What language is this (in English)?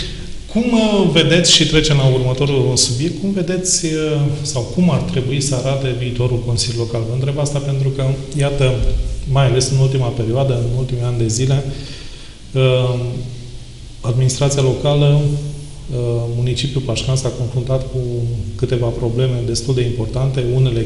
Romanian